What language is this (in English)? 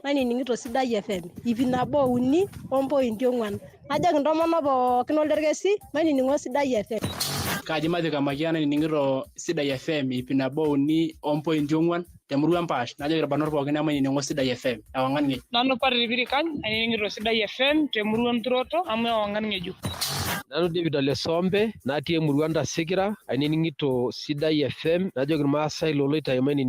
Masai